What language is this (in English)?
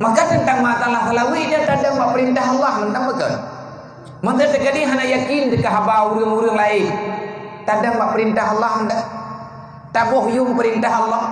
Achinese